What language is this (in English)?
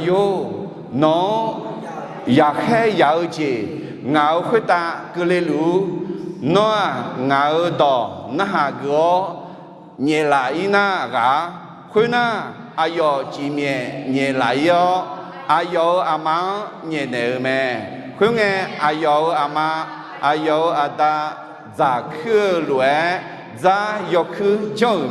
Akha